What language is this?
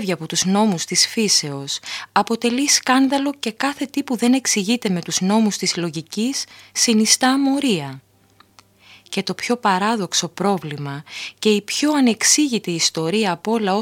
Greek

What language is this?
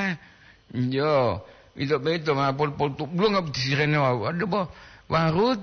Gorontalo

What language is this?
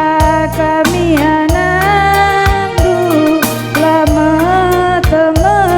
Batak Karo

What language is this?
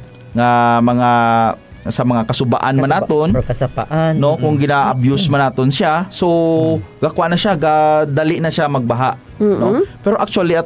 Hiligaynon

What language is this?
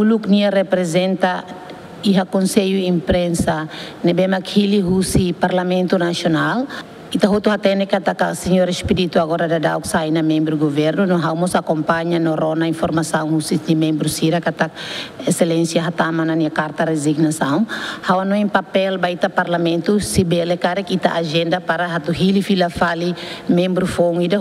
Tetum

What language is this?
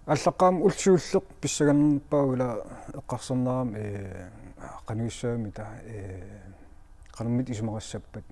Kalaallisut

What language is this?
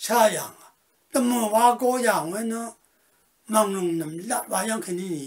Rawang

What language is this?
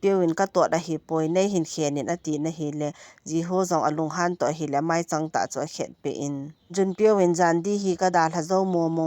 Thado Chin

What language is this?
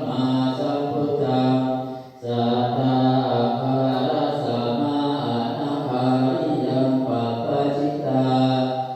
Pali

